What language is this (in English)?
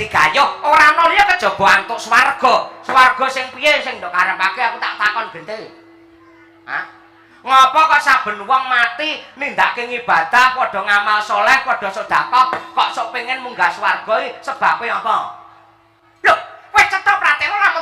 Javanese